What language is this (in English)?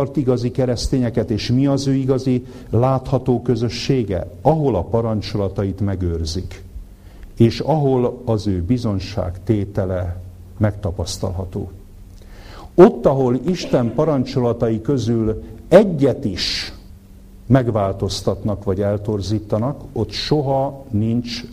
Hungarian